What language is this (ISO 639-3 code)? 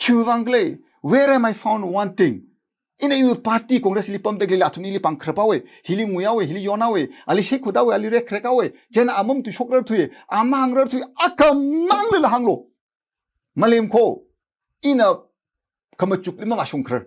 nmf